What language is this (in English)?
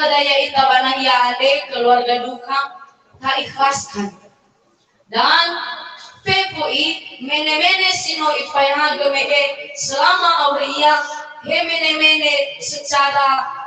Nias